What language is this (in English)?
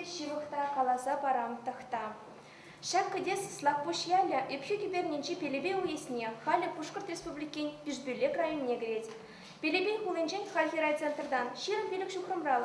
Chuvash